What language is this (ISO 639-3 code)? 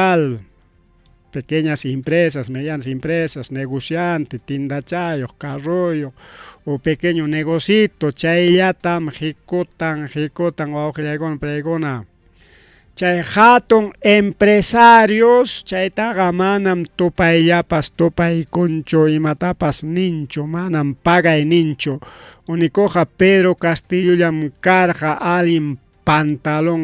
quy